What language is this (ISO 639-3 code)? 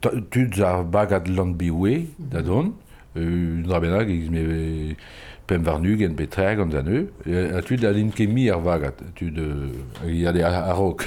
bre